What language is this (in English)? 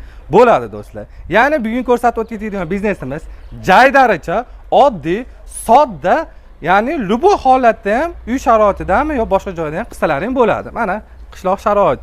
Uzbek